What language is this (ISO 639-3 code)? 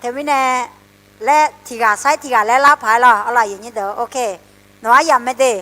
ahk